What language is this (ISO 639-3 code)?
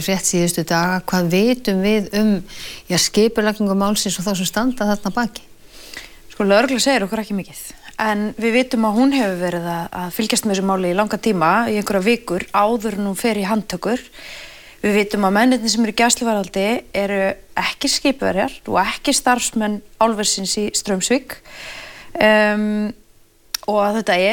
isl